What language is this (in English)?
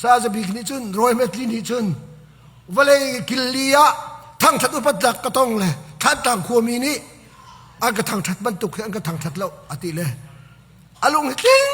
Hakha Chin